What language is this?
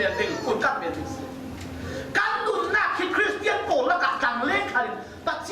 Falam Chin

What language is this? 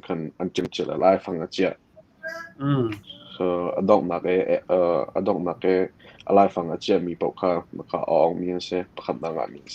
Hakha Chin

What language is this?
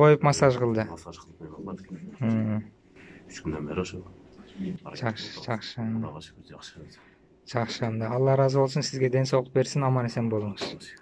Kyrgyz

